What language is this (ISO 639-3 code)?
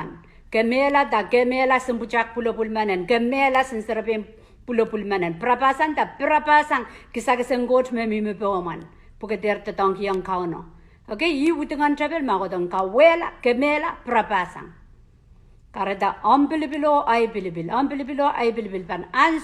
pon